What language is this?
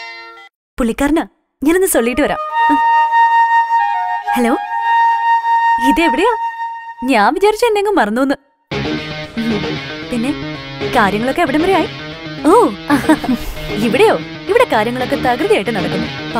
Malayalam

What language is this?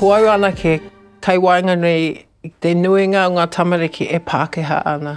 Māori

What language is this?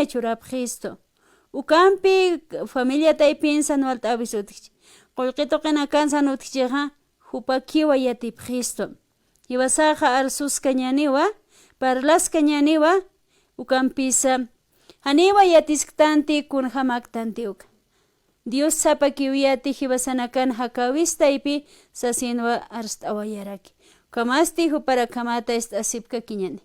Aymara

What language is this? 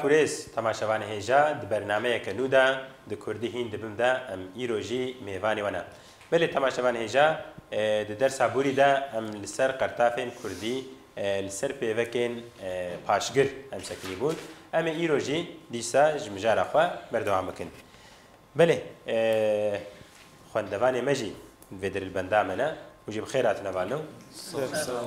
Kurdish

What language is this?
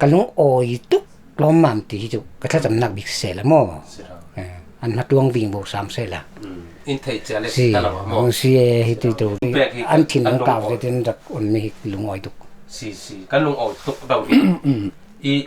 Falam Chin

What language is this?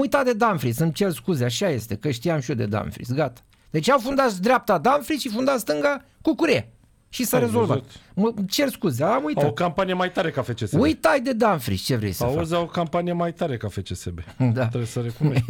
Romanian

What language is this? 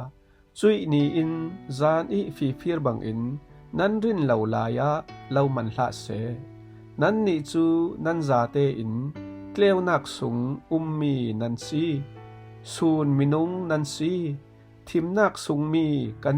Falam Chin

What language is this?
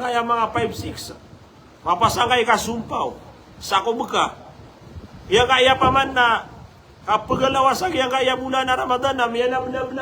Maranao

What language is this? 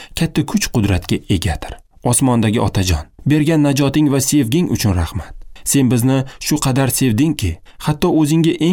Uzbek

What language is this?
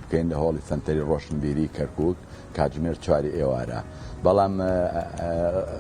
Central Kurdish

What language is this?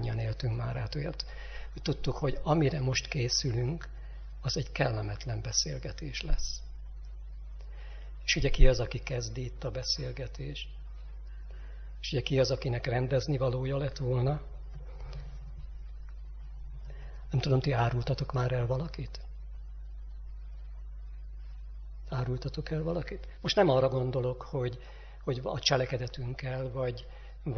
Hungarian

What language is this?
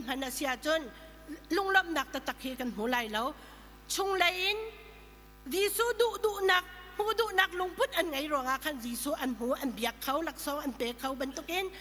Hakha Chin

